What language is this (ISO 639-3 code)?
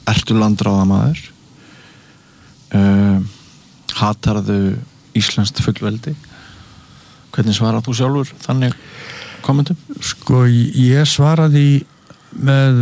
isl